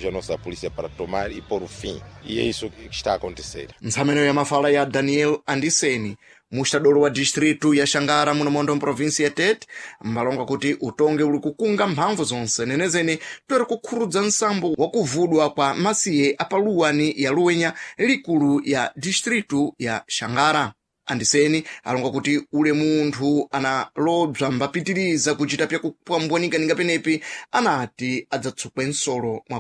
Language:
Sena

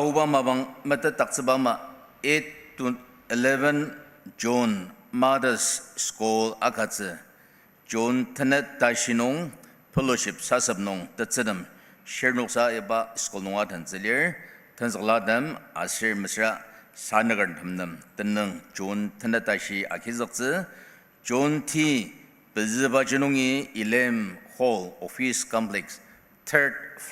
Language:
Ao Naga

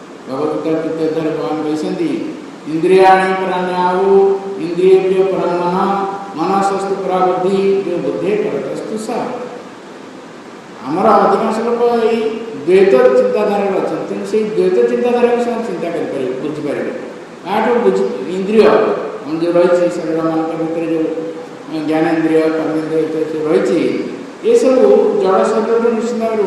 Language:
Odia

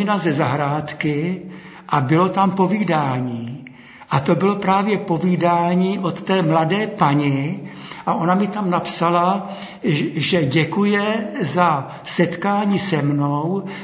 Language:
Czech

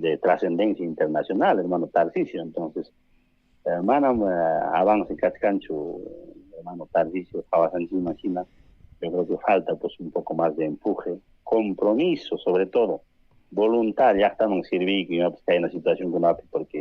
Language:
Ayacucho Quechua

